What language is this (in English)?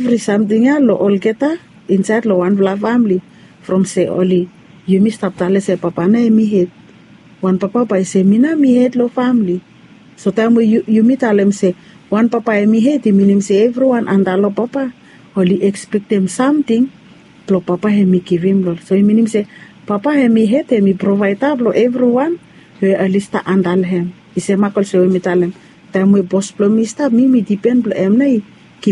Bislama